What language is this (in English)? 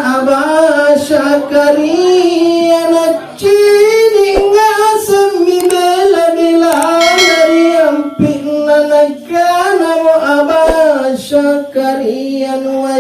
Makasar